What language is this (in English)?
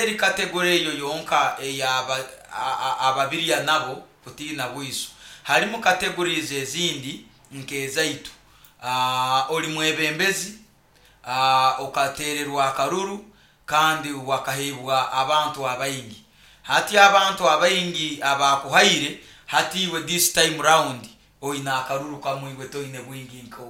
Nyoro